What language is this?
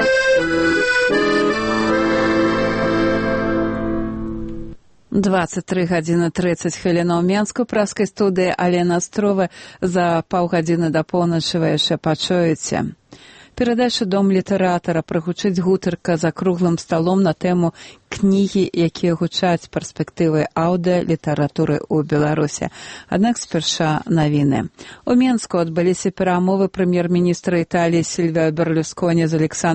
Belarusian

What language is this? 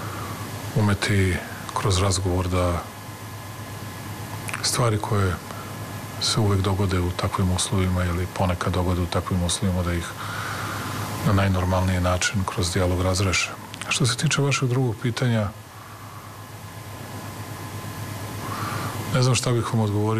Serbian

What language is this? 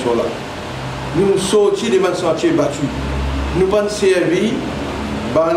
Morisyen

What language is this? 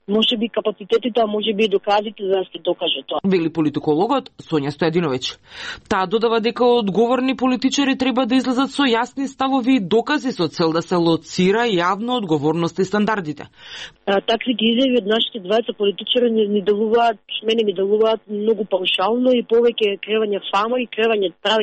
Macedonian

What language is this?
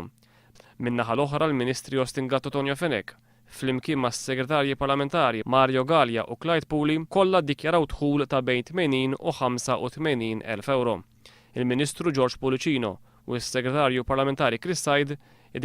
Maltese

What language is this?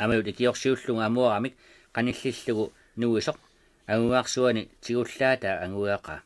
Kalaallisut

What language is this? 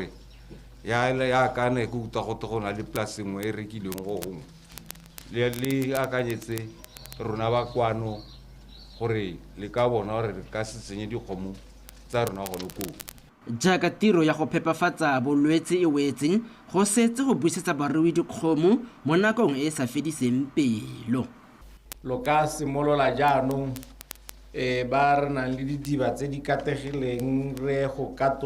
Tswana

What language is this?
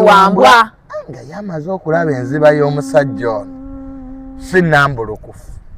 Ganda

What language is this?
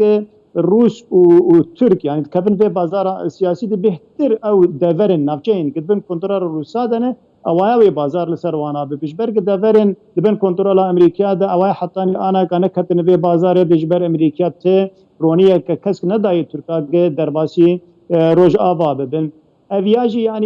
Kurdish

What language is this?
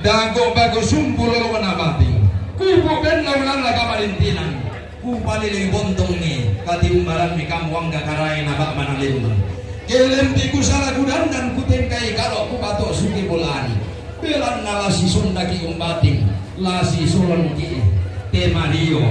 Toraja-Sa'dan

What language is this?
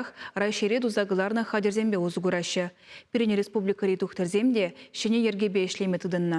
Chuvash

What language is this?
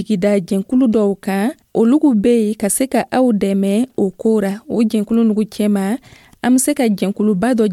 Dyula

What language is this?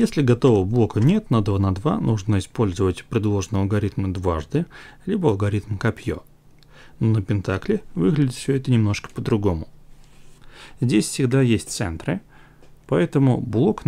Russian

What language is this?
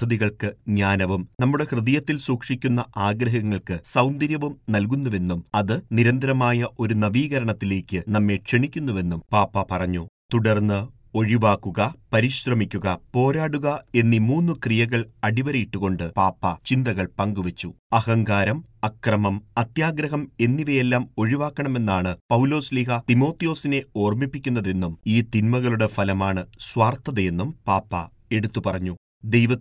Malayalam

